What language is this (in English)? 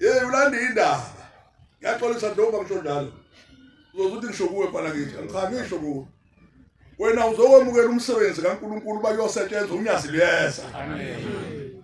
Zulu